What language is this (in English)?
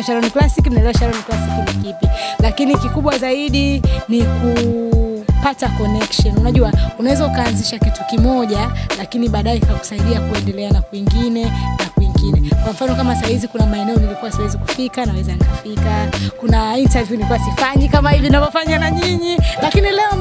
Swahili